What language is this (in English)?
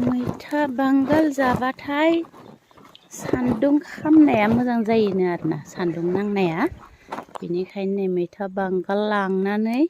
Bodo